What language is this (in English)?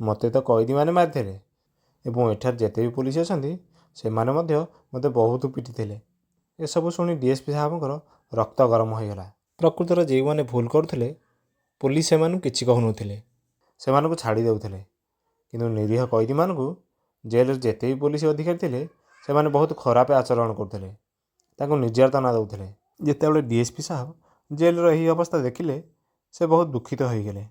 Odia